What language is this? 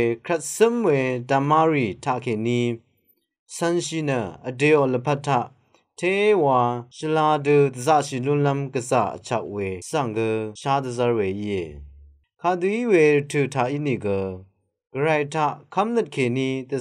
Rawang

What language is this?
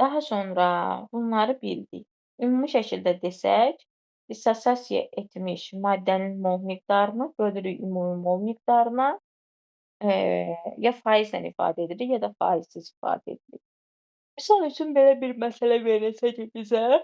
Azerbaijani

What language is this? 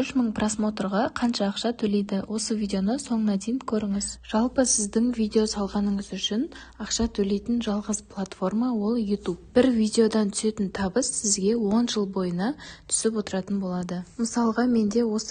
Kazakh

